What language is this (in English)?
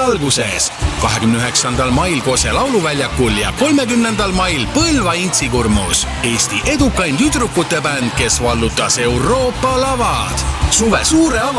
Estonian